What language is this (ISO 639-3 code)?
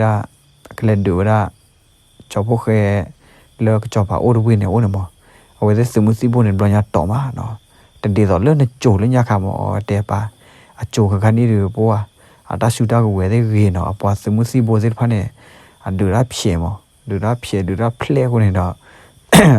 ksw